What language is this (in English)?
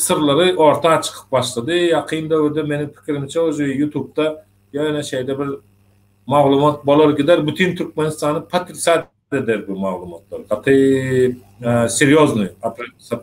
Turkmen